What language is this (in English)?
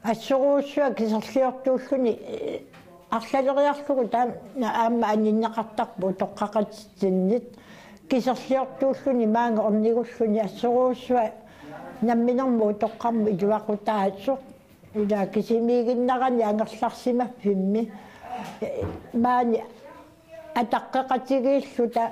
Kalaallisut